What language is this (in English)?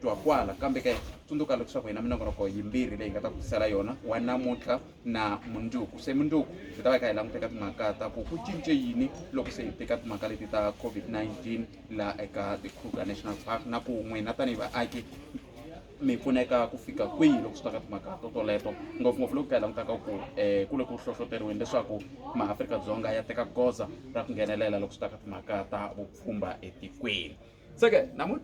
Tsonga